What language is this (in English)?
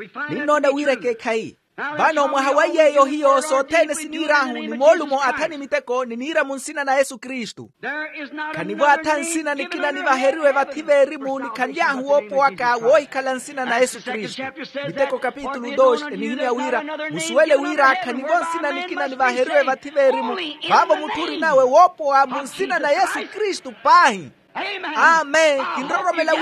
Makhuwa